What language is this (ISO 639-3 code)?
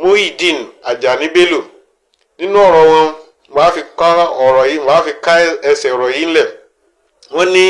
yor